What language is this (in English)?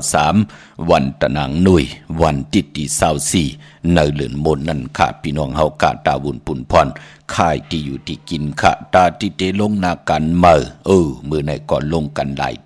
Shan